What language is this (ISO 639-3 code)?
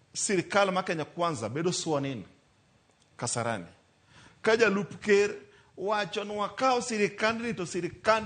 luo